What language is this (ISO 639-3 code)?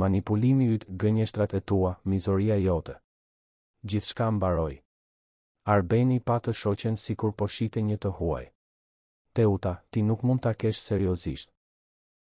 sqi